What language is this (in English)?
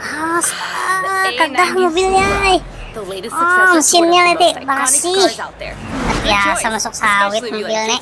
Banjar